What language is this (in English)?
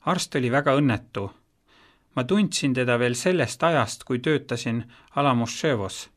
Estonian